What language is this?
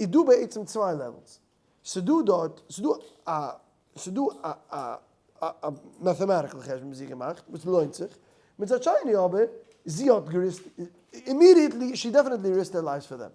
Yiddish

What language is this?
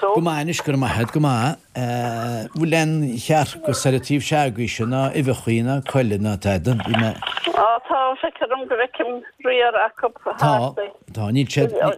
Irish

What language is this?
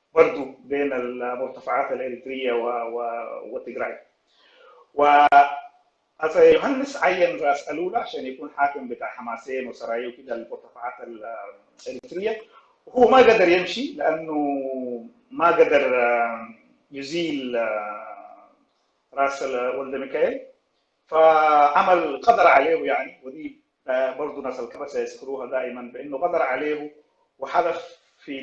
Sudanese Arabic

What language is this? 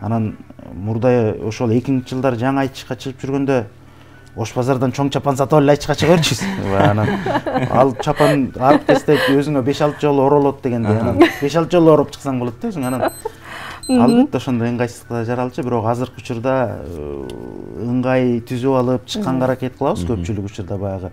Kyrgyz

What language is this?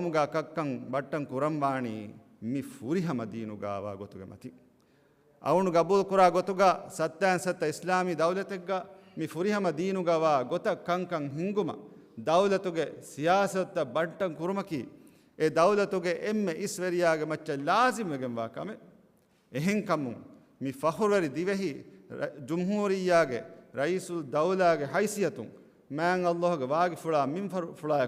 Divehi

